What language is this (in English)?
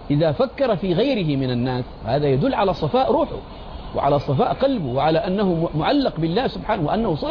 Arabic